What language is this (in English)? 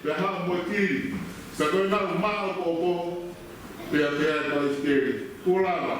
Tongan